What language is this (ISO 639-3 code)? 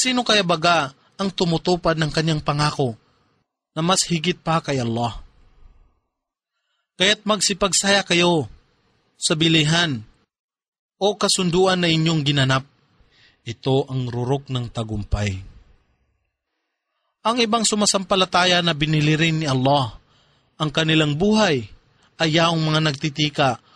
fil